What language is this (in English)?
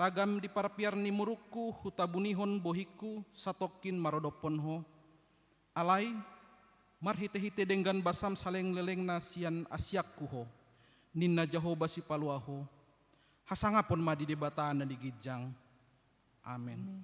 Batak Toba